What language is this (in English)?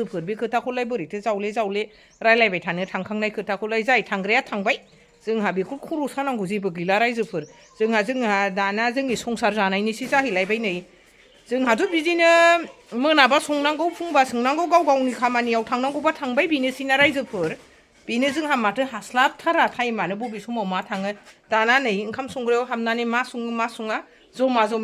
Bodo